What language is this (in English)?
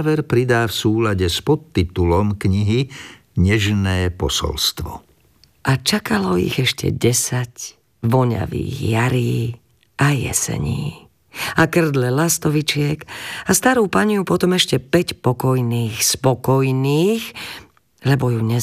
Slovak